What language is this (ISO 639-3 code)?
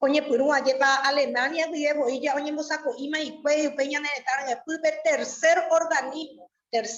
grn